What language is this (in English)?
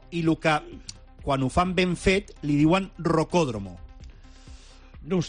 Catalan